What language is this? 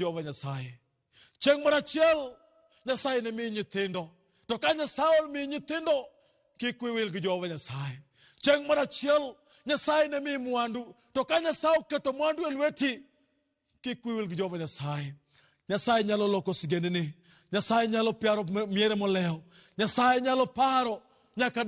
Luo (Kenya and Tanzania)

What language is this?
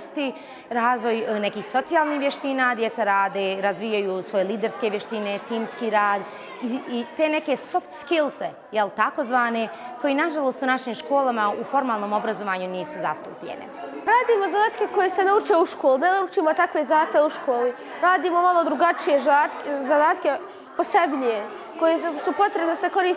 Bosnian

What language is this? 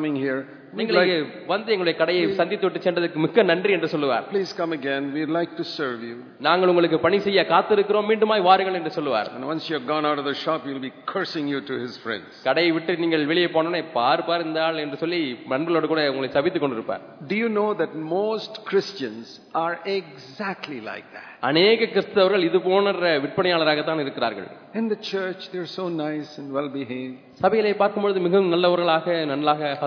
Tamil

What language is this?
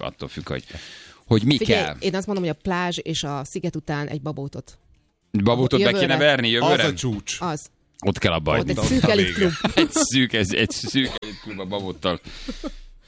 Hungarian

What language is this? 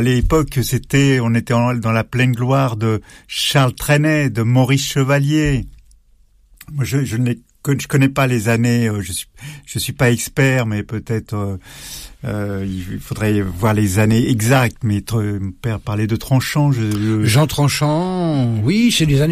French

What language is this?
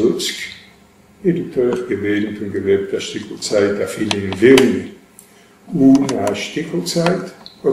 Yiddish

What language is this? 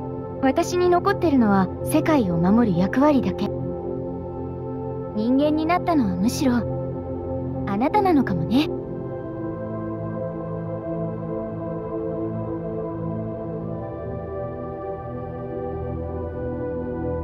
Japanese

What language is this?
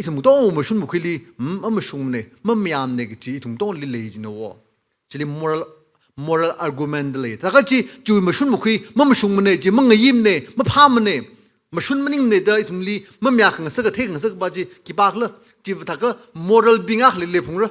Tangkhul Naga (India)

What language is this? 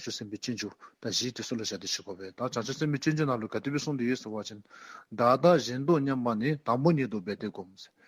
Dzongkha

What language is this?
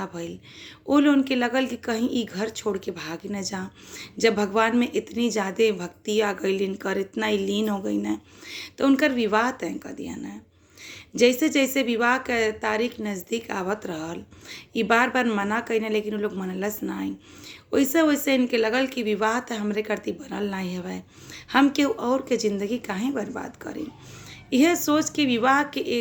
Bhojpuri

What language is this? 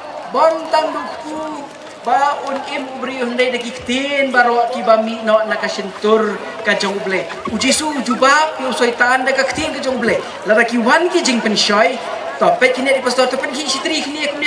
Khasi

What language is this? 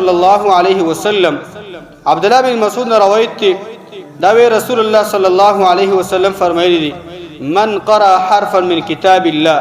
Pashto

